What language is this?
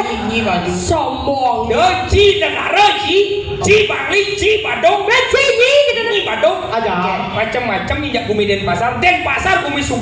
Balinese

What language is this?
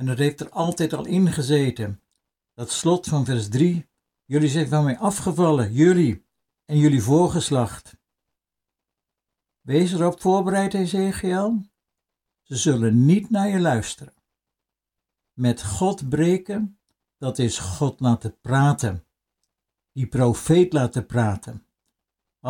Dutch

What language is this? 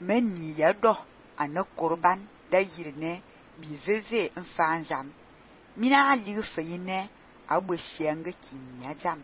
Fang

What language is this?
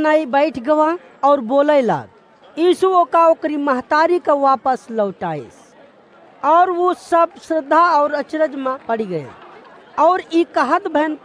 Awadhi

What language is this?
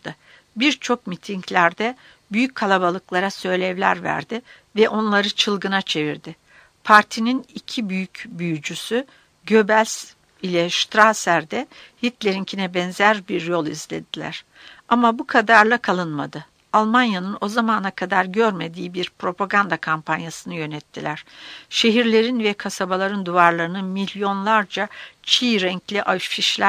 Turkish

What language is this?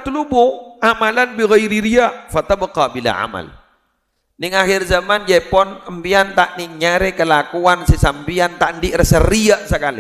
Madurese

